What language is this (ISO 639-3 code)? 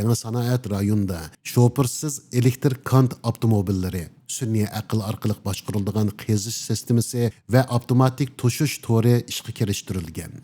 uig